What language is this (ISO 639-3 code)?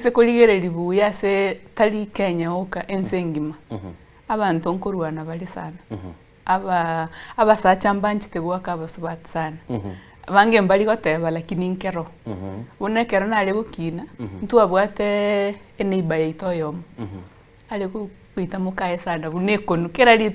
guz